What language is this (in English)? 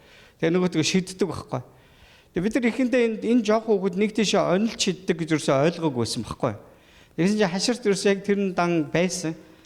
Mongolian